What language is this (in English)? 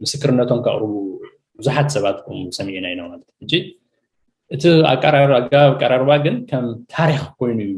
Tigrinya